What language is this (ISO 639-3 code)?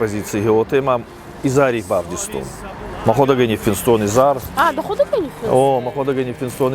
oss